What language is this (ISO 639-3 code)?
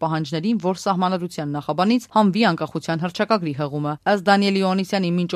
hye